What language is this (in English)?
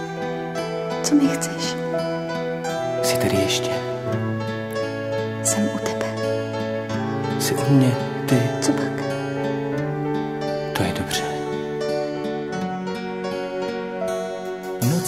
Czech